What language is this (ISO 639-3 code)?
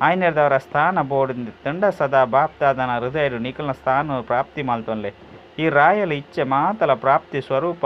tcy